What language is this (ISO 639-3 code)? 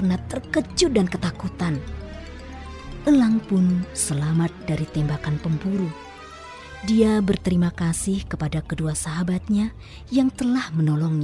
ind